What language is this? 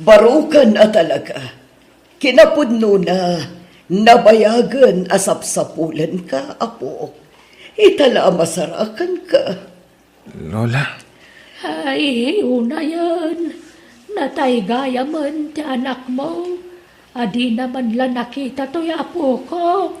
Iloko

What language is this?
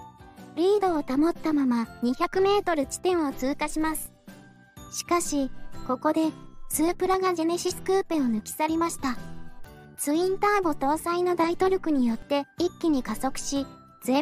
Japanese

